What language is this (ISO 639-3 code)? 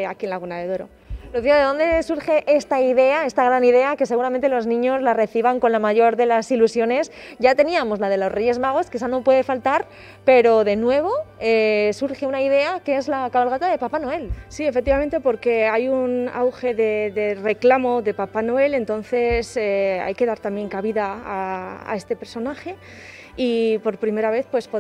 spa